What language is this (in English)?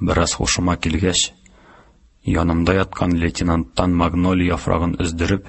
Tatar